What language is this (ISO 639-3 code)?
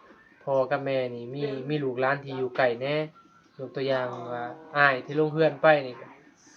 tts